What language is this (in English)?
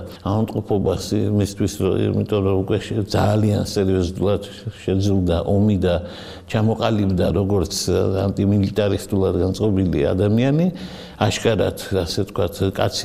Georgian